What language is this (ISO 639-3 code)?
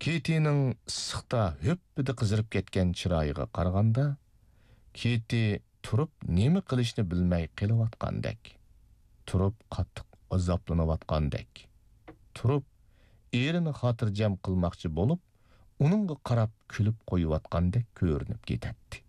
uig